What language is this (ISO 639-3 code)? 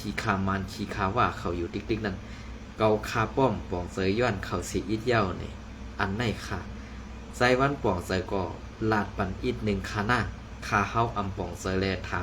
shn